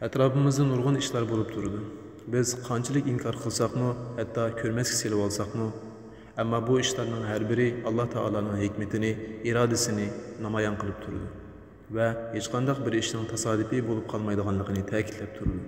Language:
Uyghur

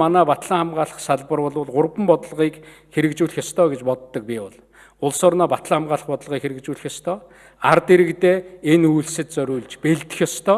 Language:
Mongolian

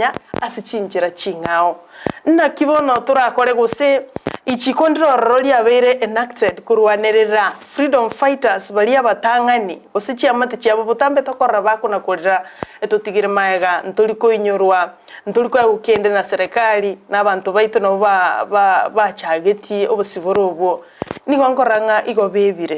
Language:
Gusii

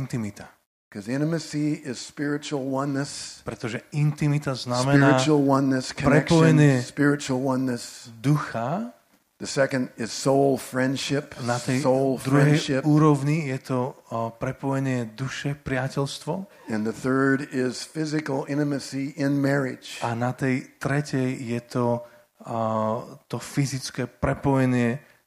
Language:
Slovak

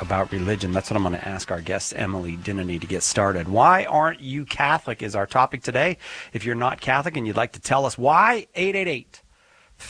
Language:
English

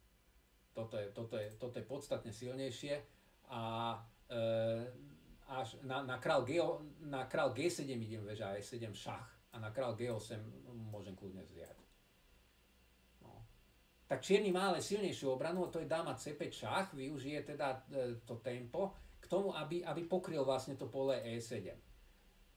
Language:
Slovak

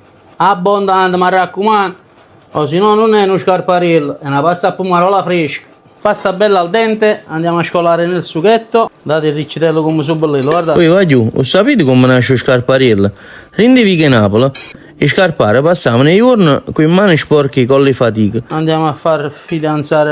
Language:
Neapolitan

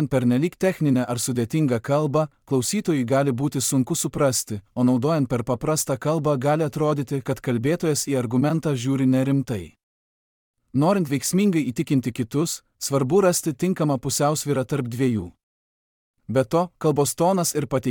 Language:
Lithuanian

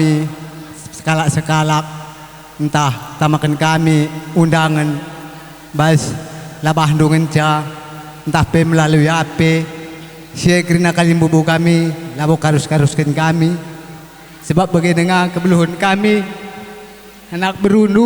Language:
Batak Karo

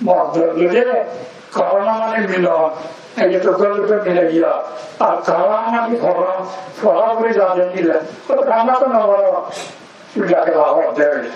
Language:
Rohingya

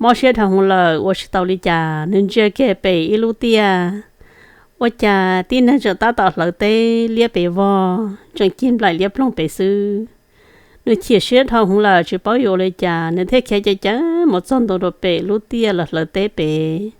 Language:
Hmong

